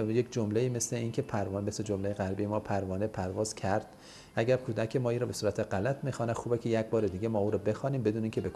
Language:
Persian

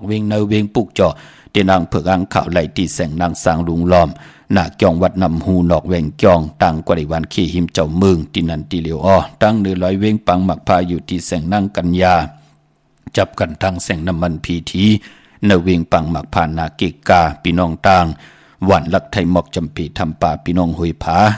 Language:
Shan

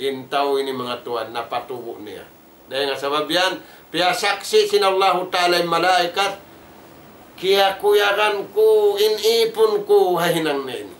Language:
Tausug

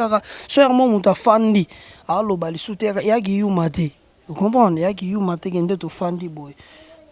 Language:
Lingala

